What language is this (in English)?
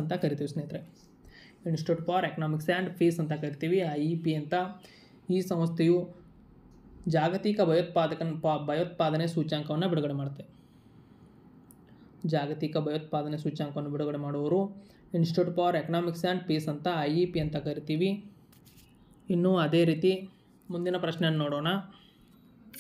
Kannada